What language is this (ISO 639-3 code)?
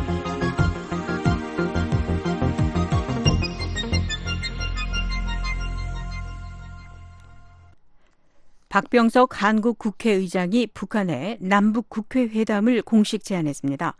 kor